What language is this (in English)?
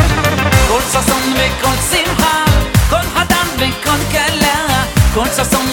Hebrew